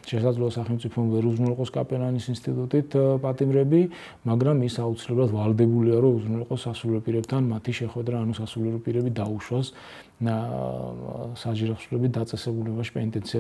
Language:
Georgian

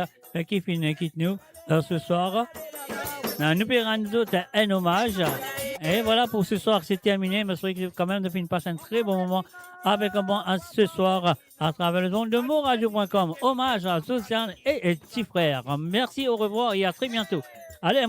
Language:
Morisyen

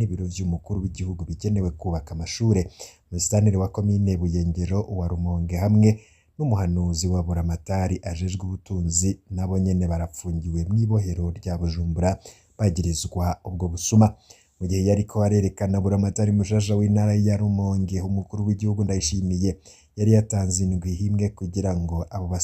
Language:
Rundi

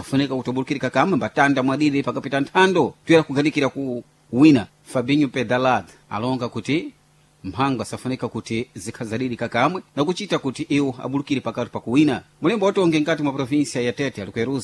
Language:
Sena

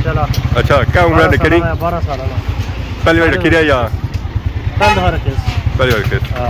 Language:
Pahari-Potwari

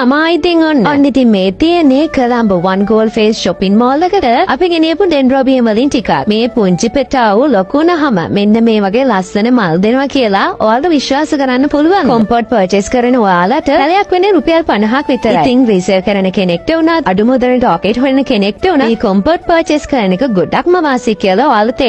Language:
Sinhala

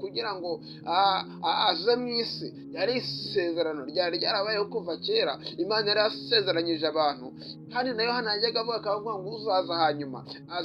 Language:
Kinyarwanda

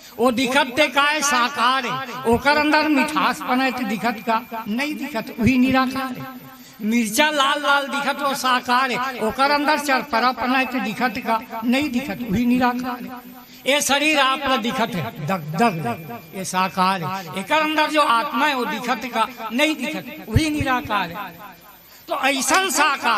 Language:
Chhattisgarhi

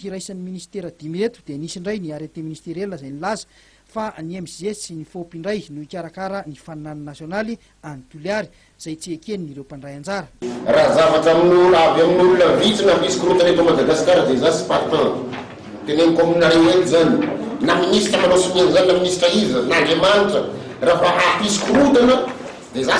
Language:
Malagasy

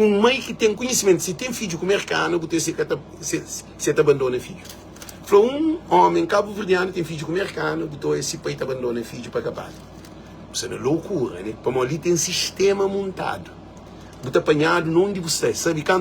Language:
Kabuverdianu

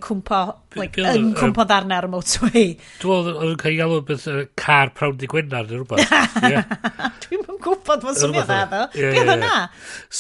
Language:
Welsh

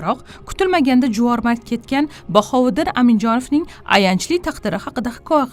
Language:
Uzbek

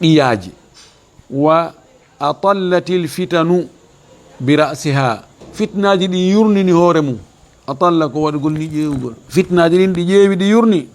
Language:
Fula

